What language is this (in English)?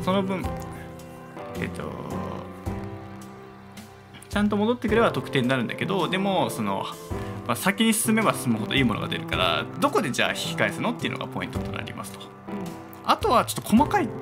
Japanese